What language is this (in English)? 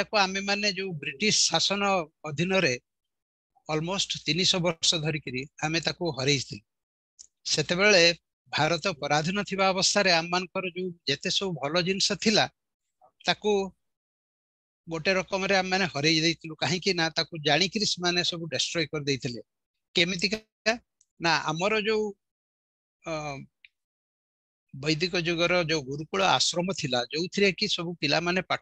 Odia